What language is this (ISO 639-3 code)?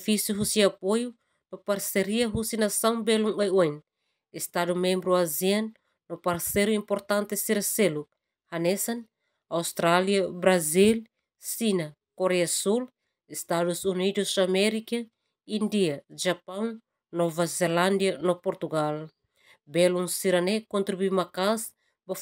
tet